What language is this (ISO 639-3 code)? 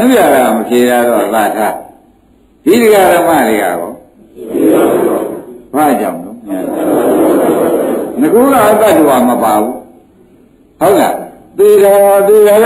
mya